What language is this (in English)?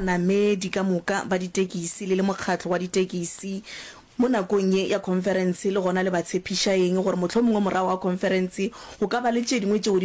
Northern Sotho